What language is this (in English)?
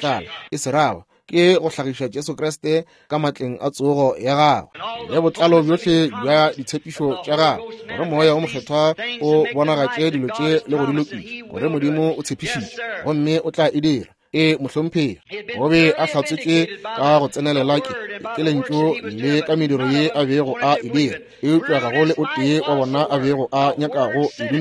Northern Sotho